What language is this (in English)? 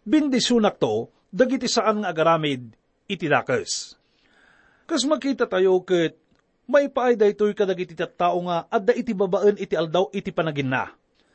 Iloko